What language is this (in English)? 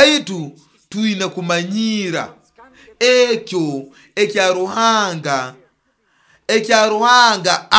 Nyoro